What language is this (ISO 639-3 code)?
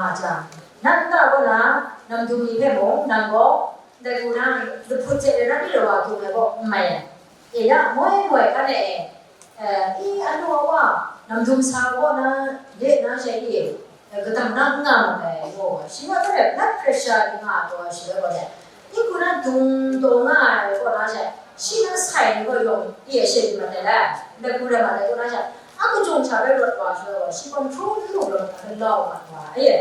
kac